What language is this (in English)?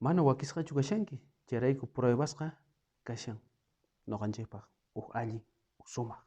South Bolivian Quechua